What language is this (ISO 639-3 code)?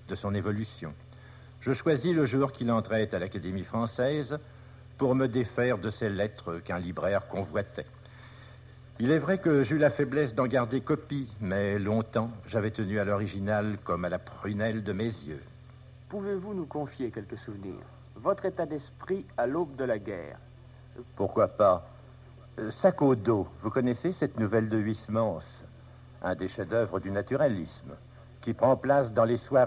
fra